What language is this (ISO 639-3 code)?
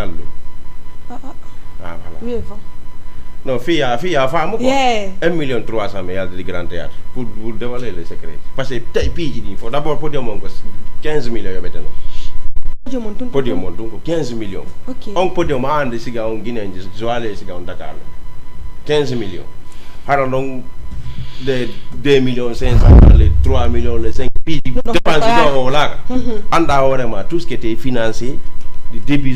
ful